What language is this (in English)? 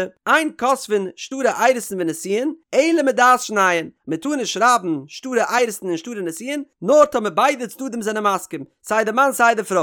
Yiddish